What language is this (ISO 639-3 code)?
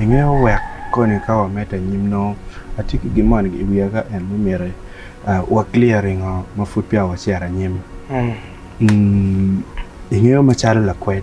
ach